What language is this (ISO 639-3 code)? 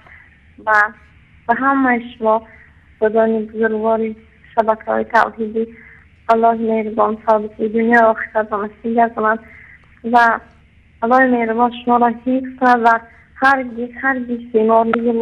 tgk